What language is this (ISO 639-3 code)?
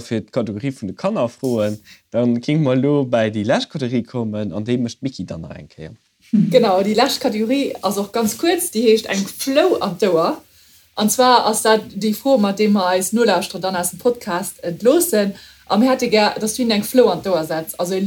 ltz